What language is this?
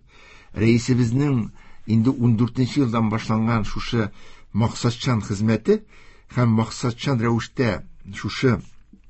Tatar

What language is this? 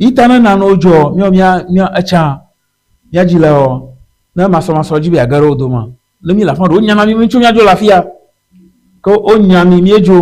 Ewe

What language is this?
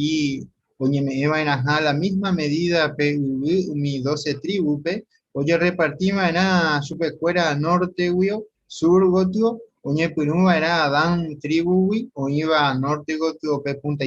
Guarani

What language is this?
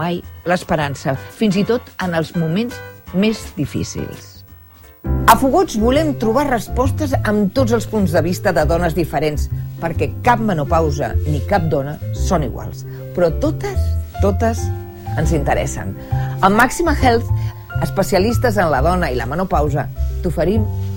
Catalan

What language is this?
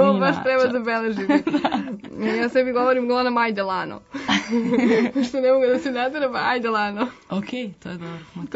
Serbian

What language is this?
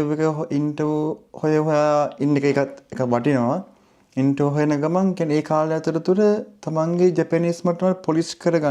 Sinhala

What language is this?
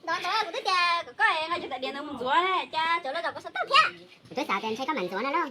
Hmong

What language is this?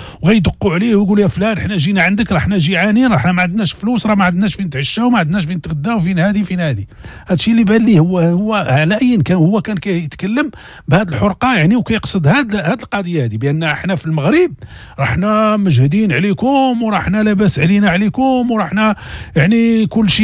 Moroccan Arabic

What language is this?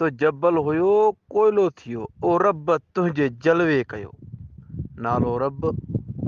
Sindhi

